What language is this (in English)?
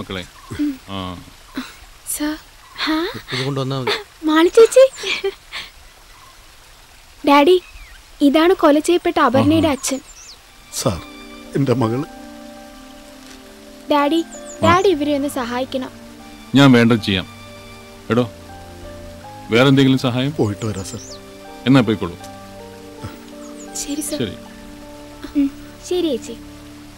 Malayalam